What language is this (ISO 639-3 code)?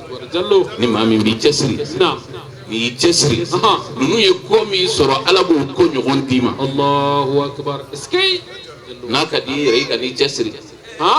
bam